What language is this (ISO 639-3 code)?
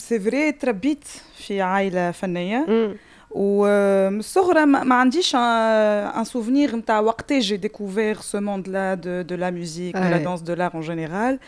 aeb